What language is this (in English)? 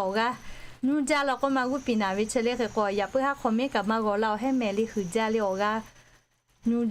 Lahu